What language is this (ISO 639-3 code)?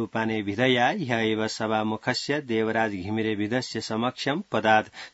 san